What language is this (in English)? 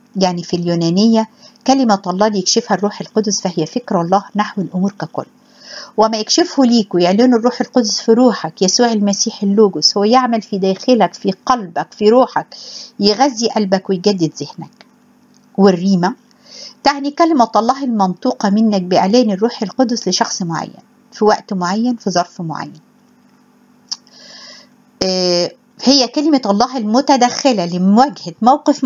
Egyptian Arabic